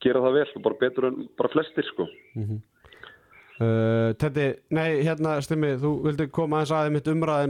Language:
Icelandic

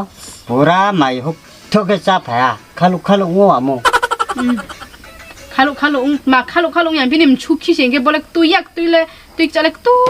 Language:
Riang (India)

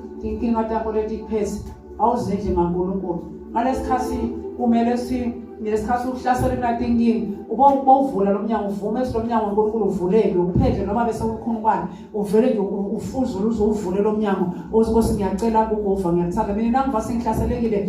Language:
Swati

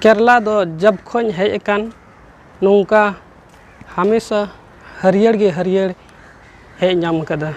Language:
Santali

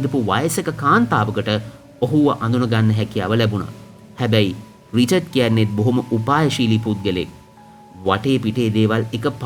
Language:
Sinhala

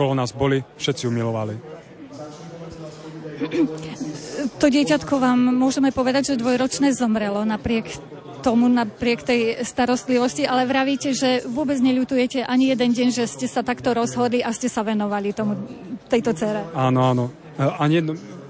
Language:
Slovak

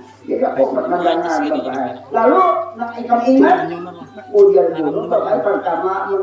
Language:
Banjar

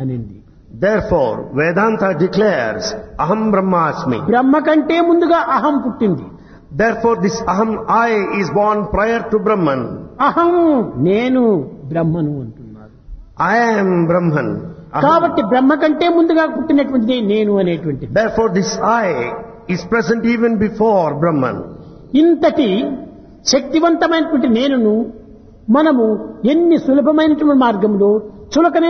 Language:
Telugu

